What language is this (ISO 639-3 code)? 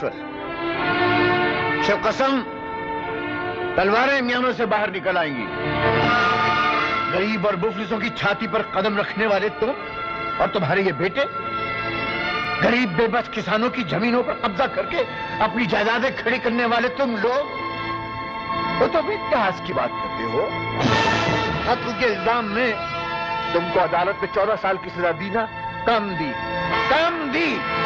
hin